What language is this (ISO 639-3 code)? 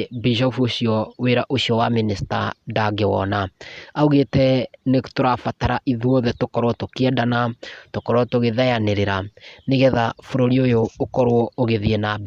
kik